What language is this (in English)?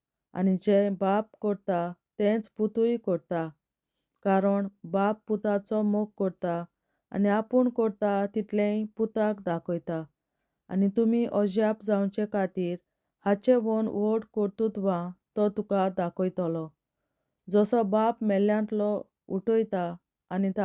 Konkani